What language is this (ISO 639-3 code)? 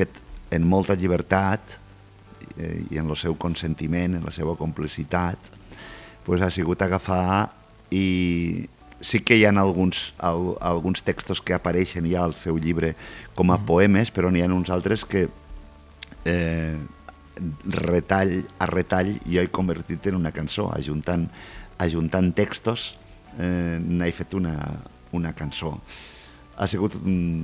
cat